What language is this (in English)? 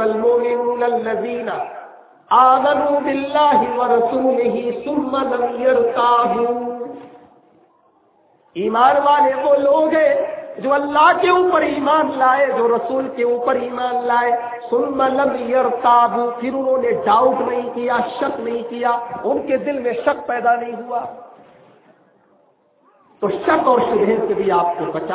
Urdu